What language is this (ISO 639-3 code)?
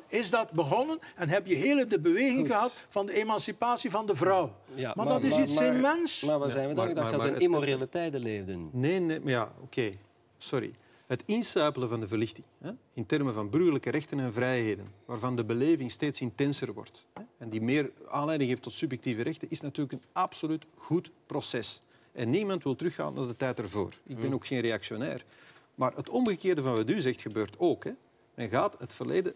nld